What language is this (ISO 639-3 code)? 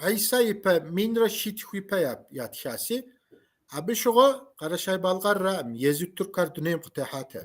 kbd